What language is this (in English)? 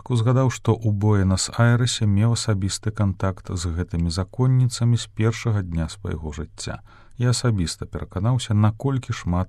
Belarusian